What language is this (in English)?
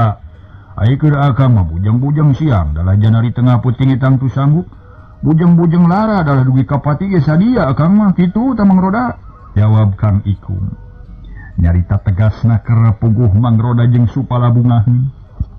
Sundanese